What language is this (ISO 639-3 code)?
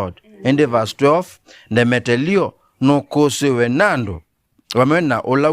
kam